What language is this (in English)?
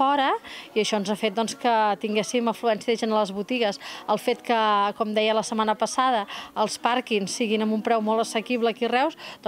Catalan